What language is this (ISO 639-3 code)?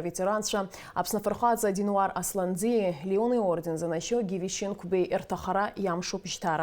abk